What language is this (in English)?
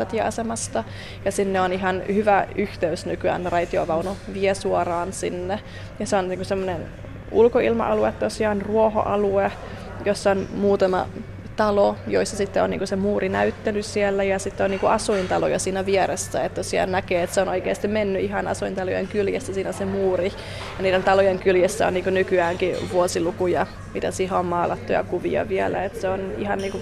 Finnish